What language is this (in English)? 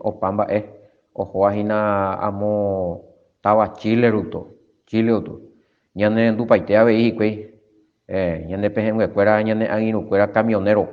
Guarani